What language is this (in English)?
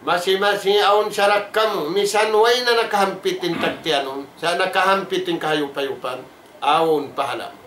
Tausug